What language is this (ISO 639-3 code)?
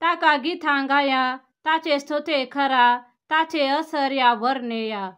kok